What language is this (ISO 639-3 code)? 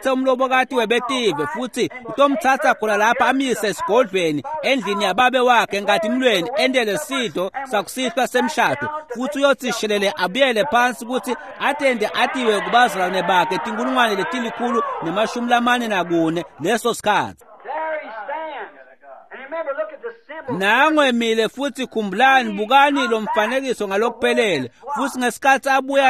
ssw